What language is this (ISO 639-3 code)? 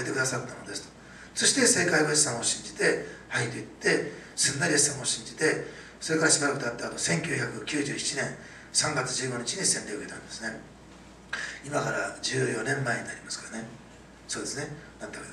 jpn